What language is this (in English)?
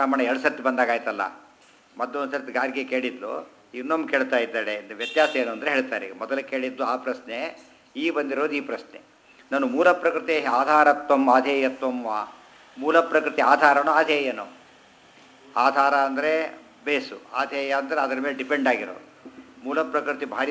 Kannada